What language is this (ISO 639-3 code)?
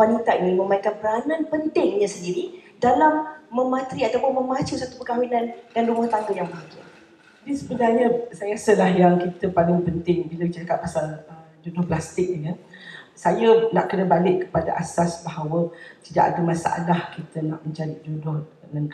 msa